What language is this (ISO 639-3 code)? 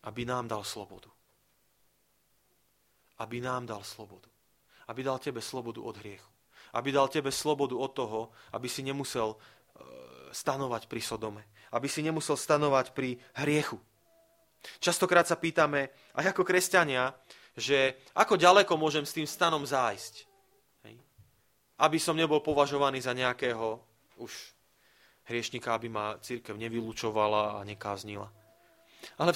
slk